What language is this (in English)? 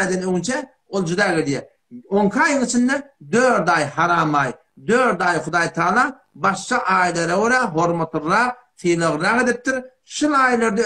Turkmen